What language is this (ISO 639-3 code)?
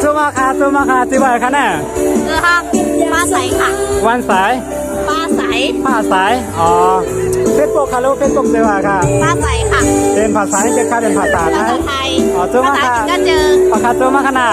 shn